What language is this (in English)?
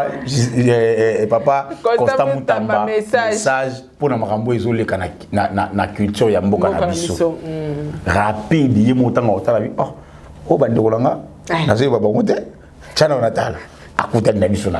Lingala